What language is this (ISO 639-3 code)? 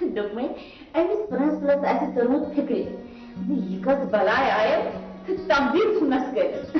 kas